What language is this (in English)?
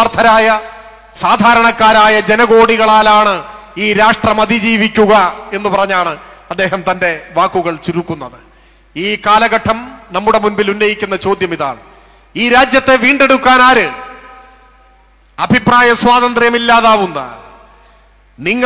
Malayalam